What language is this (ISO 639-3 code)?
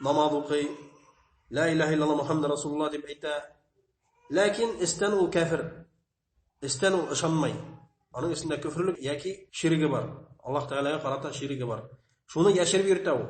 bak